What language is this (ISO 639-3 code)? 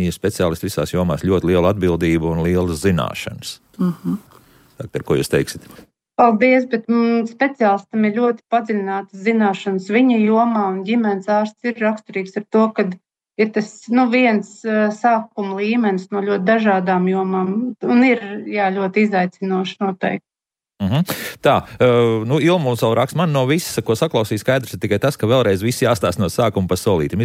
lav